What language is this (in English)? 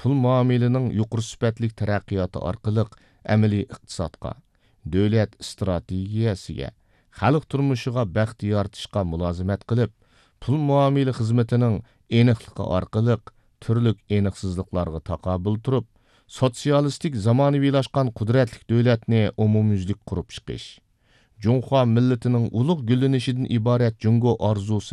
Uyghur